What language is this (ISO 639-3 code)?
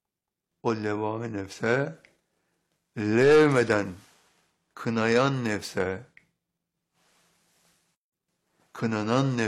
tur